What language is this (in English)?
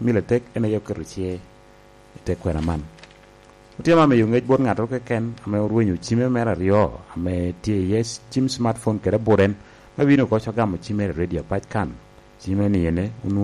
Lango (Uganda)